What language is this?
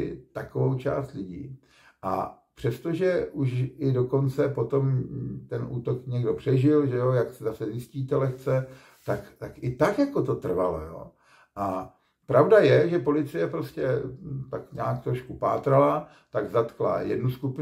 Czech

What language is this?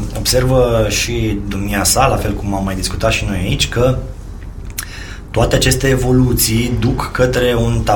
Romanian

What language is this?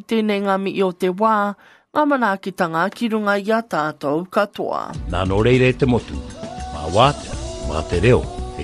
Māori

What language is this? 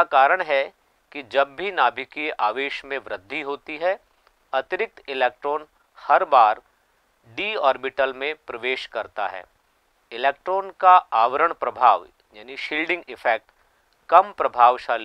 Hindi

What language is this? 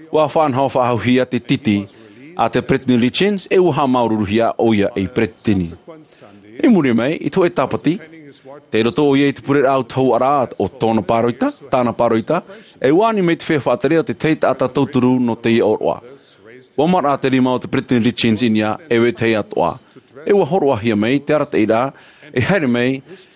Tahitian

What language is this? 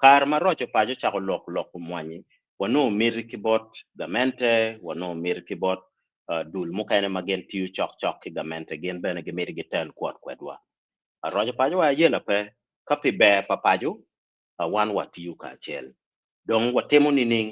Acoli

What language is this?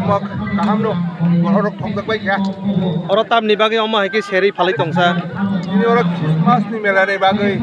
Kok Borok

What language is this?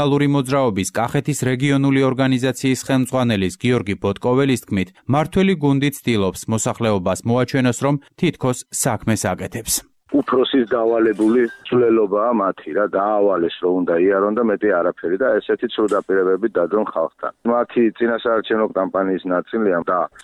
Georgian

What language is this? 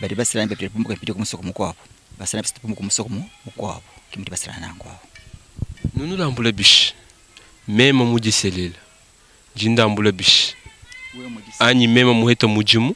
Luba-Lulua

